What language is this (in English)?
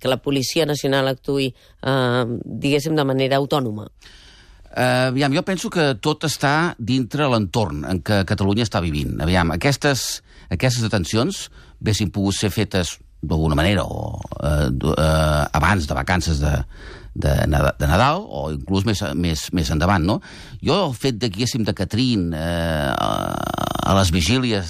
Catalan